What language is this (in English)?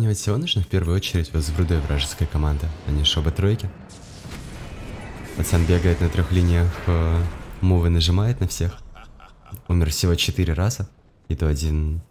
Russian